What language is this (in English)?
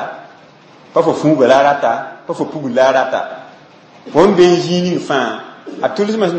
Mossi